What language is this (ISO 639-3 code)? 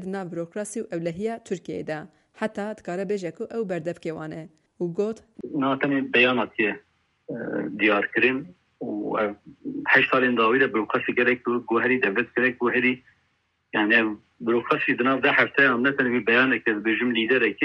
kur